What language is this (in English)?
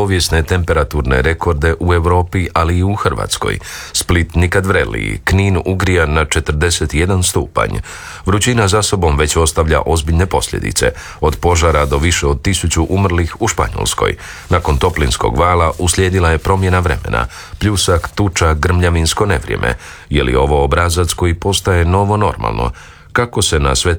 Croatian